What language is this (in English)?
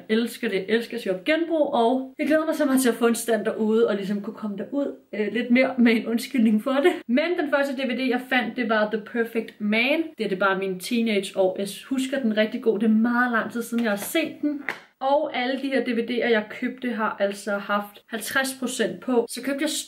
Danish